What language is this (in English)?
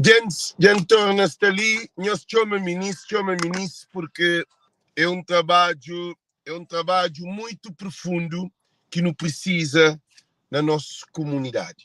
Kabuverdianu